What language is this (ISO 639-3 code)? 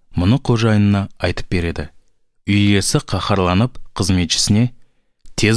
kaz